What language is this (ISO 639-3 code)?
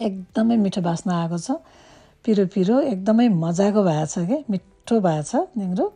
nep